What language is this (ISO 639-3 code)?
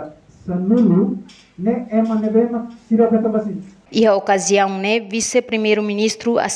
tet